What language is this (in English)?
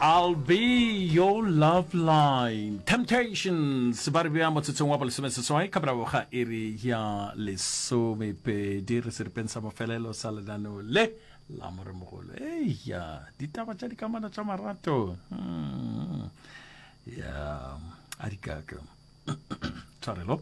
Northern Sotho